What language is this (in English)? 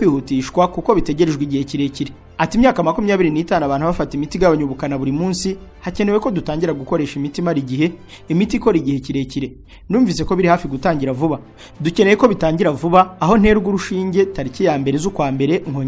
Kinyarwanda